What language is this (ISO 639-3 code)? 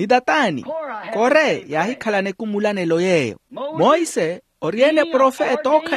vmw